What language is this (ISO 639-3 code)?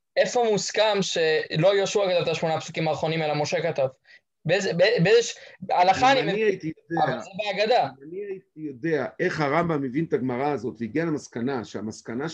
heb